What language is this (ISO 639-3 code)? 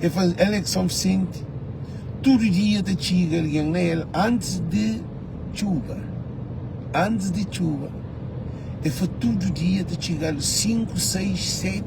kea